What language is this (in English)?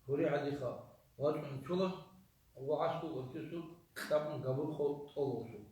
Avaric